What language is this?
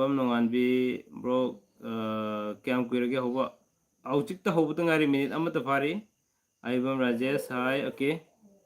Manipuri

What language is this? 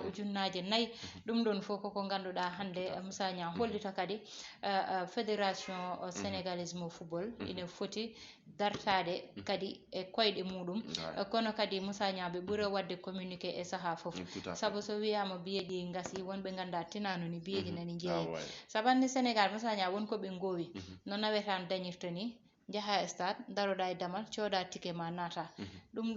Fula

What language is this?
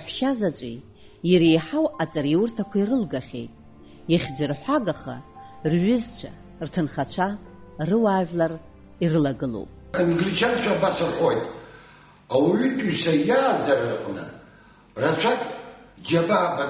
Abkhazian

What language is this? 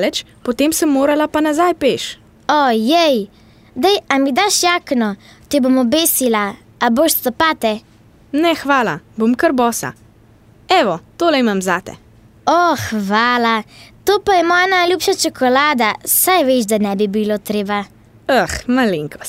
Slovenian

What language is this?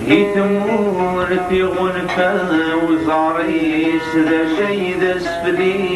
Kabyle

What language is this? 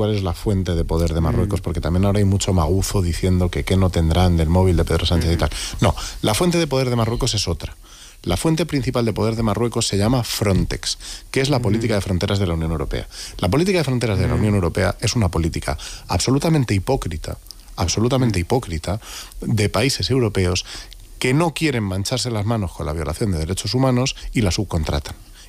Spanish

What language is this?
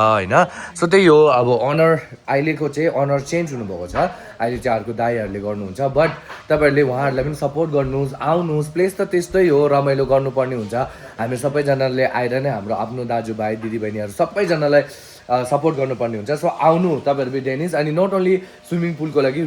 Nepali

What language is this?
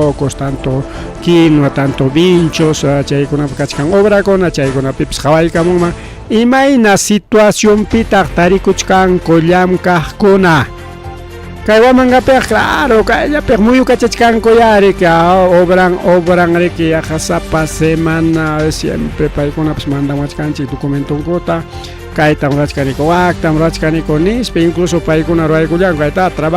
Ayacucho Quechua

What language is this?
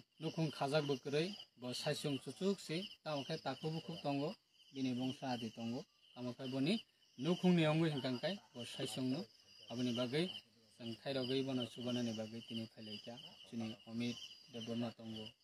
Kok Borok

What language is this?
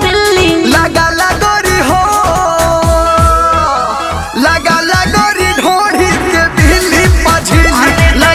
Bhojpuri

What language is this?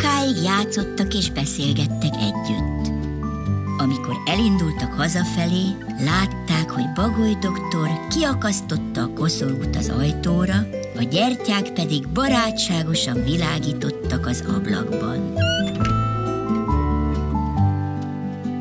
Hungarian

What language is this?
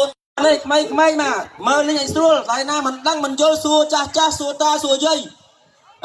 Khmer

